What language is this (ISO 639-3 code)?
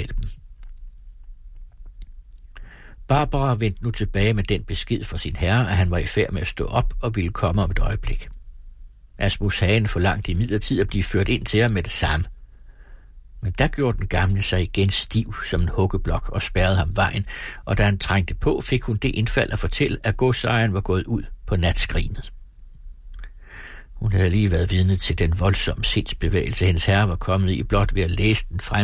dan